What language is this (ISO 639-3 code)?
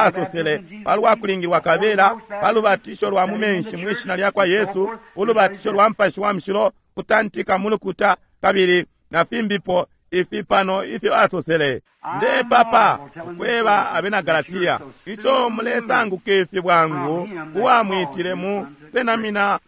bem